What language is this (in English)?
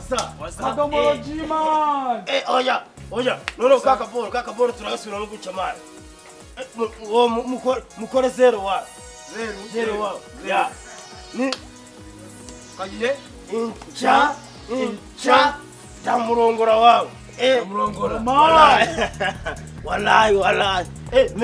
Kinyarwanda